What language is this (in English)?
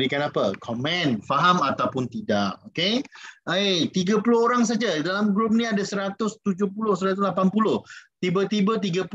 Malay